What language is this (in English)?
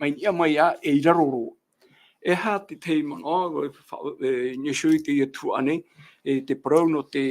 Tahitian